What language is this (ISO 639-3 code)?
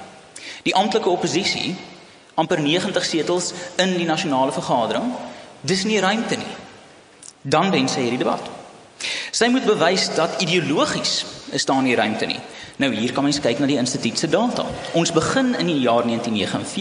afr